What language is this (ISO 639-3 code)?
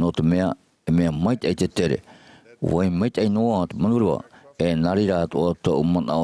tah